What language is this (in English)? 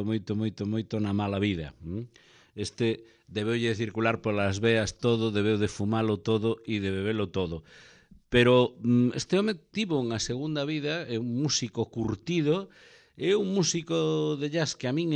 Galician